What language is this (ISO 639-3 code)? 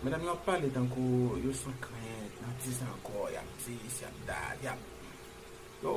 hat